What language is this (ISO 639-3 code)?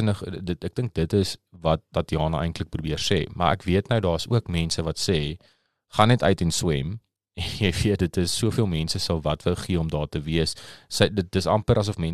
afr